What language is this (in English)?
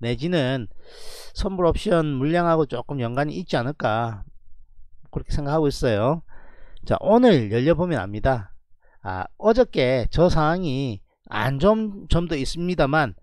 Korean